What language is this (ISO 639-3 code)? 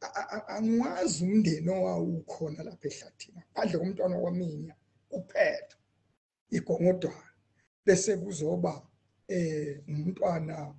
zul